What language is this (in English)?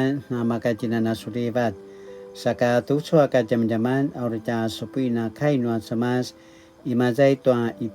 Paiwan